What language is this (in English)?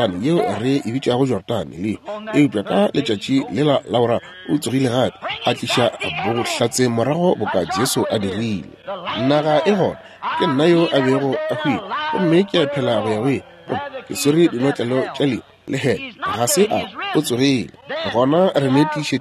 Northern Sotho